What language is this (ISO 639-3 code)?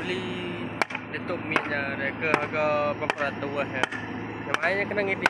iba